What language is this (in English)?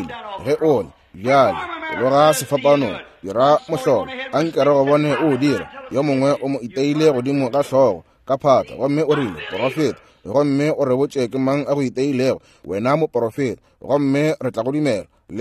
Northern Sotho